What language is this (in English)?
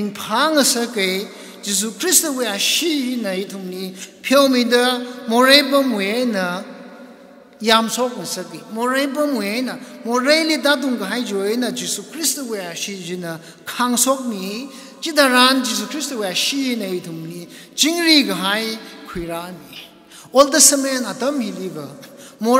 Tangkhul Naga (India)